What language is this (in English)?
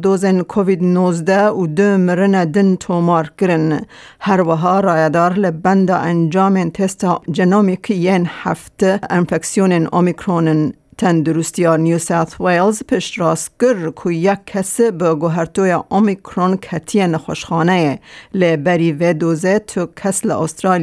Kurdish